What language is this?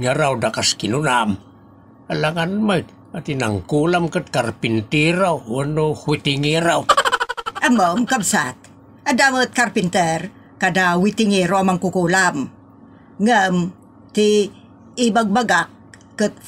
Iloko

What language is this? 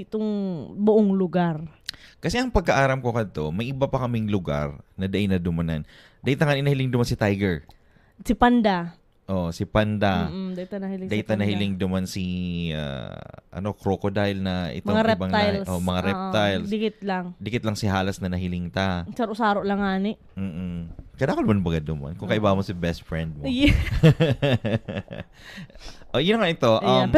Bikol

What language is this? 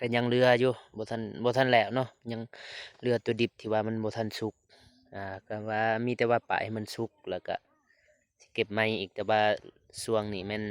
Lao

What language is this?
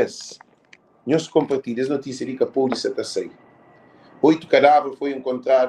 Kabuverdianu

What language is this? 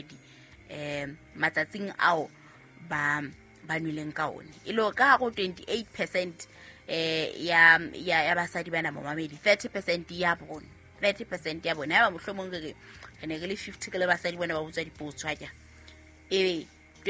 Southern Sotho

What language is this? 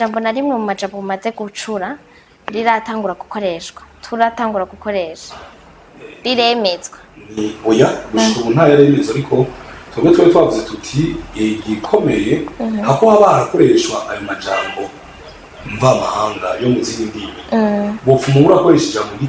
Rundi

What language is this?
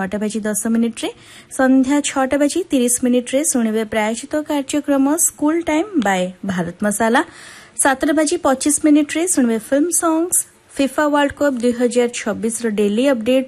Odia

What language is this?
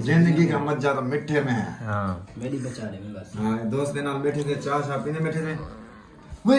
Saraiki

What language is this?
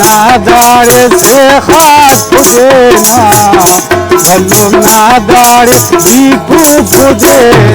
Brahui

